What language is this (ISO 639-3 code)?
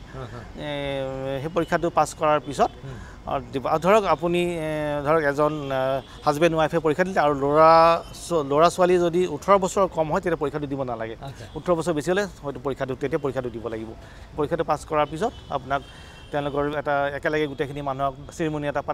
asm